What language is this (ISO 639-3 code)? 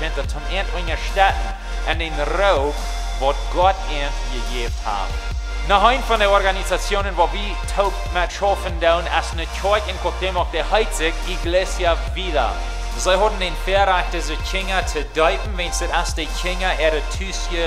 pdt